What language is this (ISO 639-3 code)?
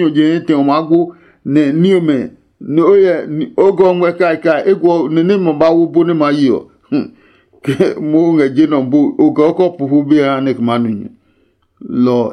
ada